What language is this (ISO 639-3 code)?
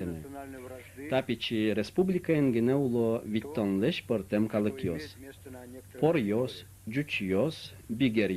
udm